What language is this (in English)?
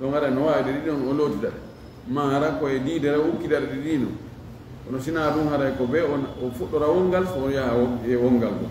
Fula